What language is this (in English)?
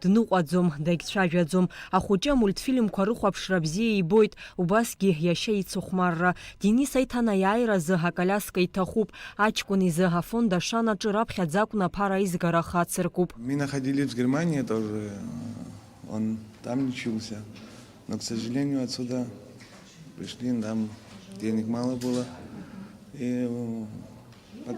Abkhazian